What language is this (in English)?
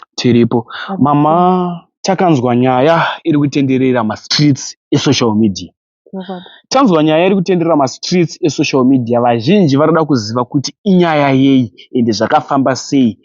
Shona